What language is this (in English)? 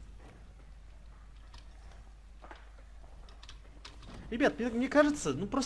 Russian